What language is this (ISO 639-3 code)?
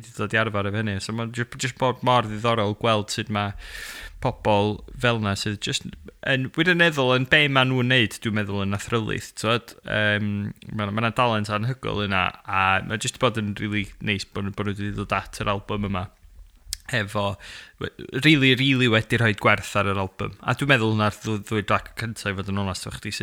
cym